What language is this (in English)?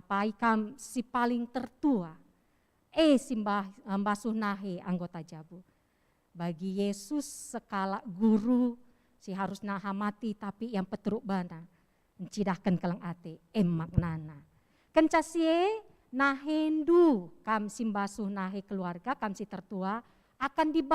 Batak Karo